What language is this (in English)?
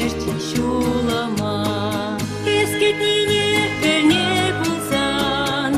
Chuvash